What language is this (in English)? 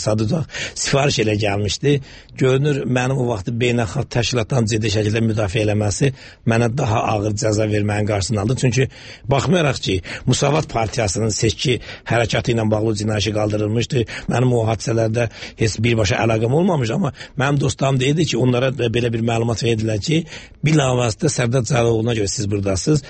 Azerbaijani